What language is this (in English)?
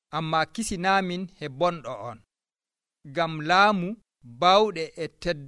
Nigerian Fulfulde